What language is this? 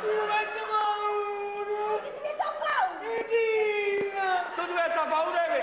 Neapolitan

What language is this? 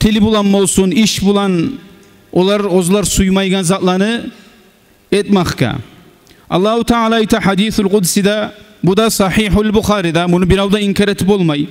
Kumyk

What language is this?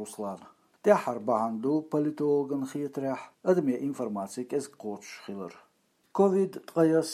Chechen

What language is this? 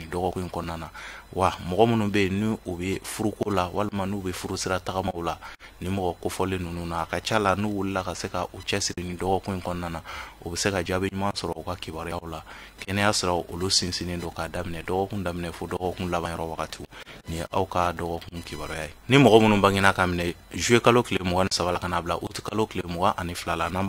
Bambara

